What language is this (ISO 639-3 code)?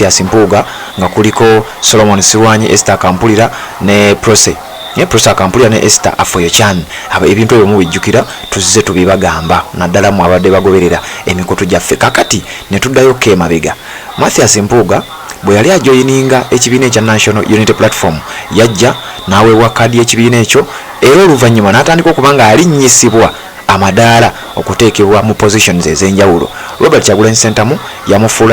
lug